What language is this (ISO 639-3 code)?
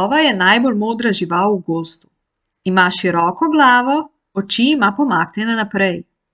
slv